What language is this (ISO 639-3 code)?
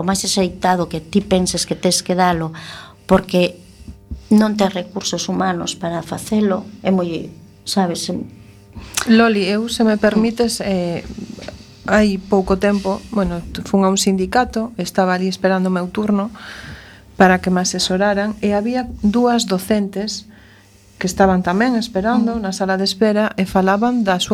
glg